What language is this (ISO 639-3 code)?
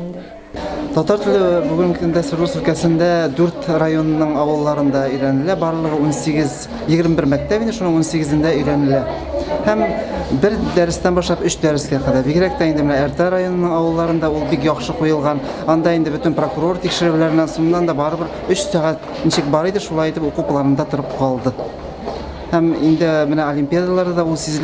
tat